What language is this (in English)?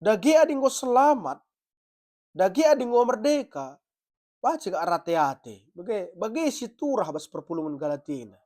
Batak Karo